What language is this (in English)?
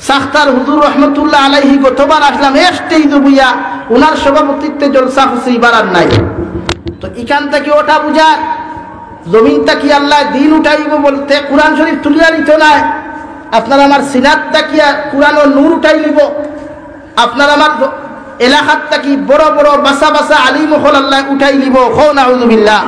Sylheti